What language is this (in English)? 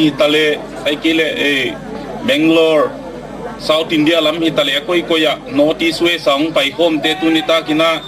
Gangte